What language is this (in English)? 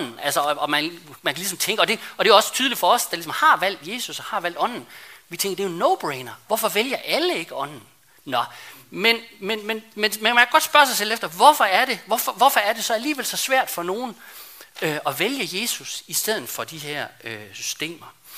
Danish